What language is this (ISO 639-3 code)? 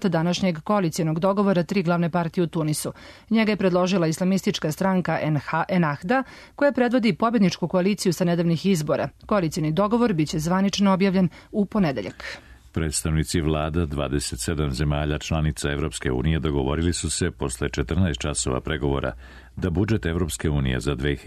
srp